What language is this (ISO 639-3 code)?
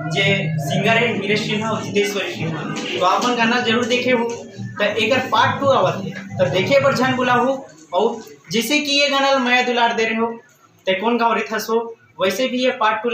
hne